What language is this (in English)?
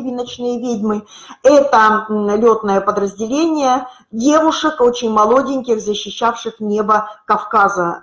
Russian